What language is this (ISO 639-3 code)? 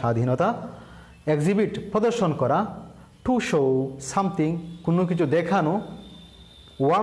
ben